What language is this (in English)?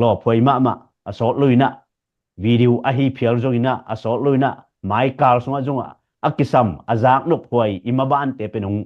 Tedim Chin